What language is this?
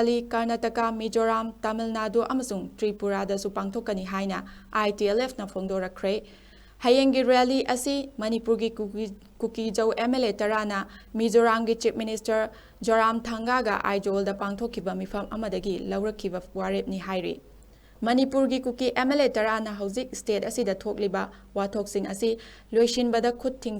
Manipuri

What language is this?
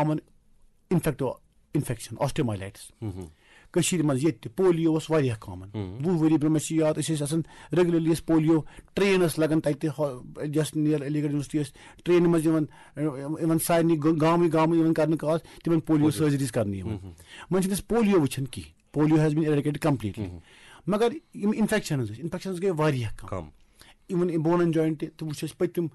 Kashmiri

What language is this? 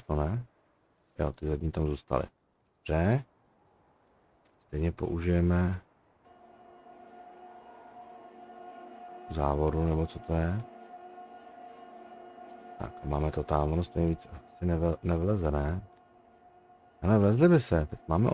Czech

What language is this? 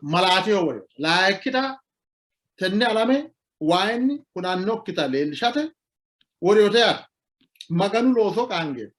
Sidamo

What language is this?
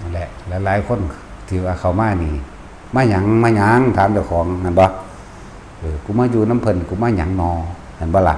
Lao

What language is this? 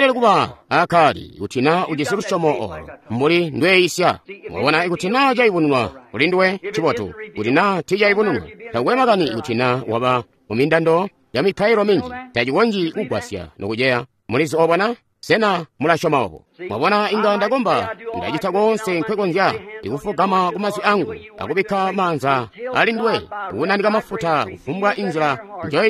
Tonga (Zambia)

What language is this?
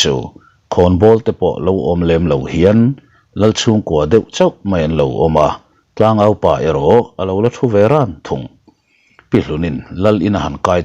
Mizo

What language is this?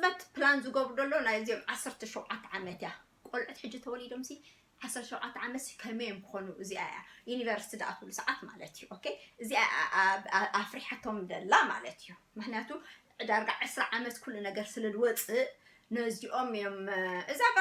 Tigrinya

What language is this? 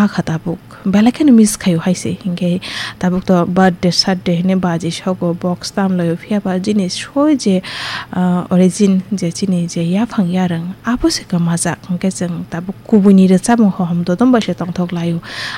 Kok Borok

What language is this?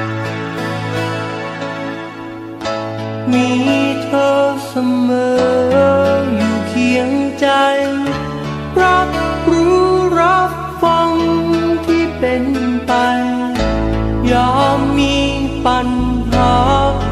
Thai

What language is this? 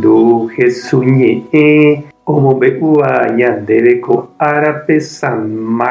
Guarani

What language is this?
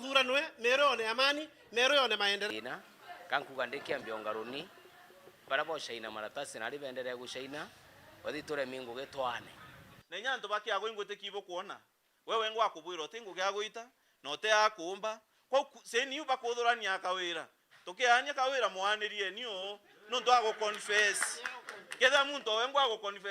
Meru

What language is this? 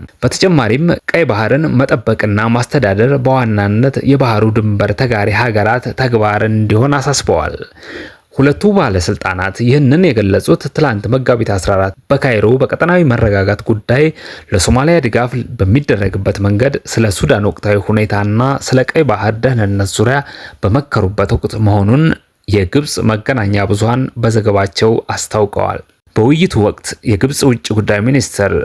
Amharic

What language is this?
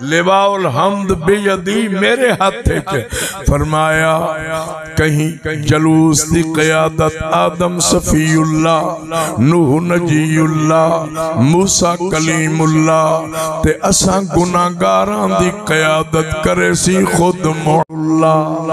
Saraiki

